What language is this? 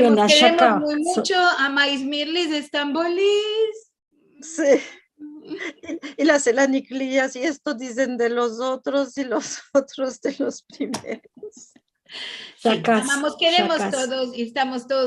Ladino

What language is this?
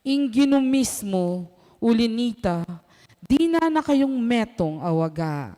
Pampanga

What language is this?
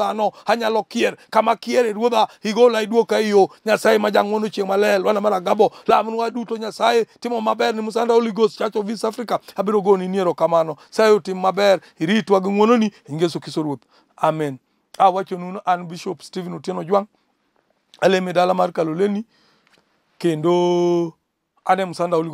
Luo (Kenya and Tanzania)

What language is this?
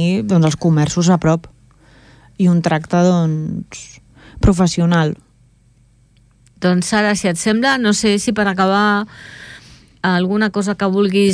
Catalan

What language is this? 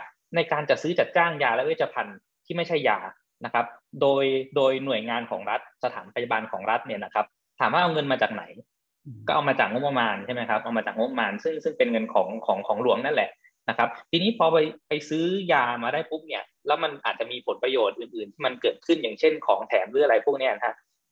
Thai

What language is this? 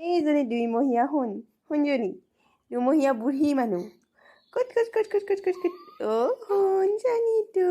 Assamese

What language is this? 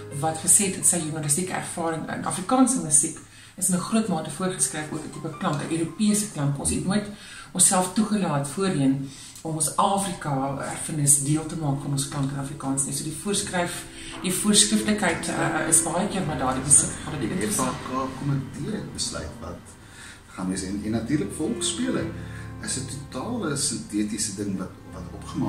Afrikaans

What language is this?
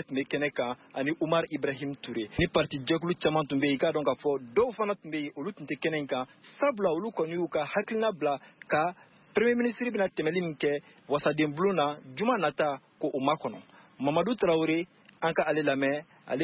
Bambara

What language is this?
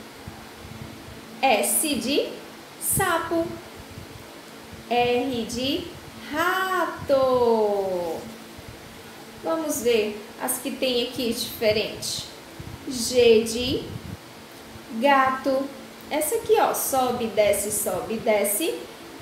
Portuguese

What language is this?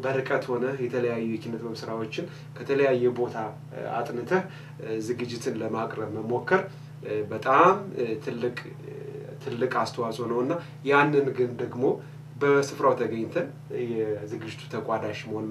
Amharic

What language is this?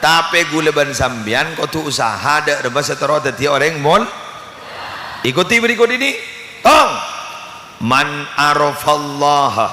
Madurese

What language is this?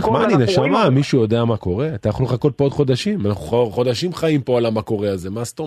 Hebrew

